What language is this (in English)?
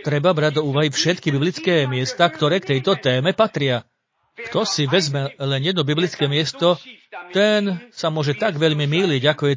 Slovak